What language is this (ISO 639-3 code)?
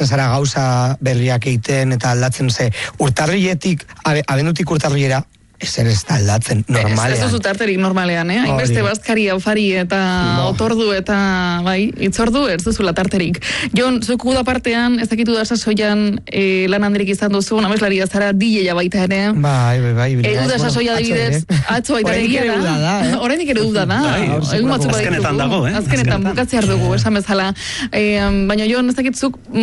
eus